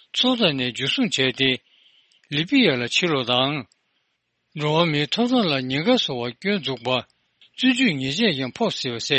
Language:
Tibetan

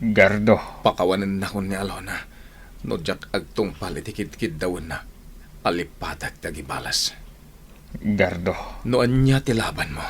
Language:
Iloko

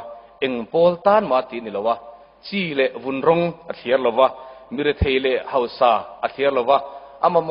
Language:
Mizo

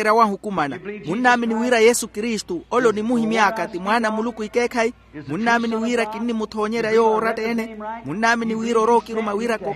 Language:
Makhuwa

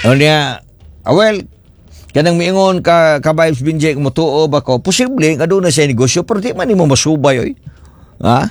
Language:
Cebuano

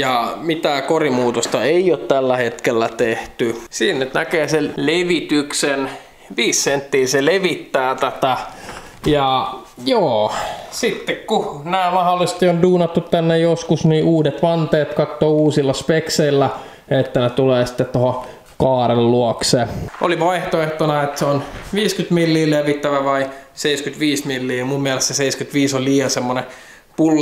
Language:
Finnish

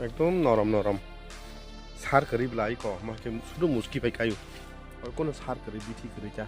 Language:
Kok Borok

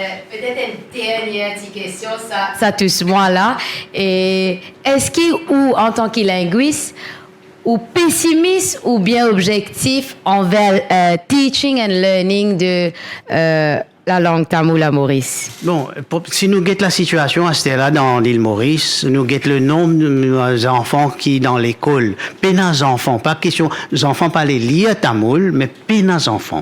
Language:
Morisyen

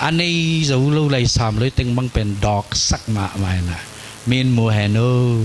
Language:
Tedim Chin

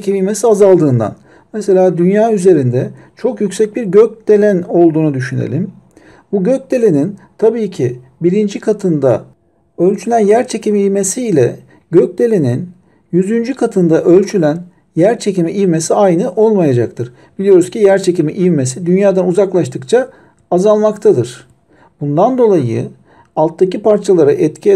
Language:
Turkish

